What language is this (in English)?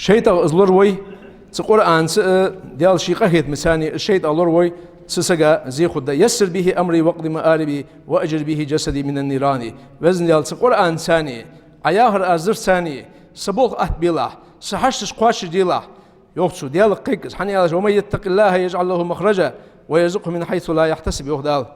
Ingush